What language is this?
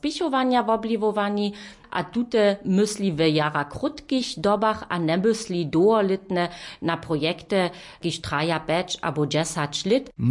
Upper Sorbian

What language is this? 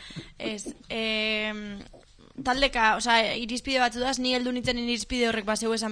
Basque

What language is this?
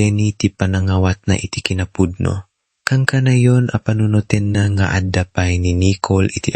Iloko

